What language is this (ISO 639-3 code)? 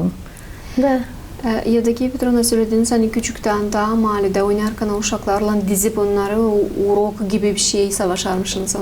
gag